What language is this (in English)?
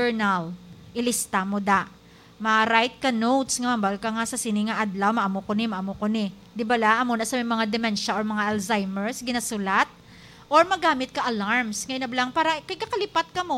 Hiligaynon